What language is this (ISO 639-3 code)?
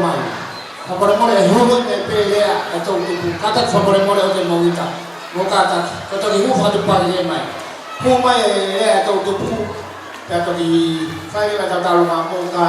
ton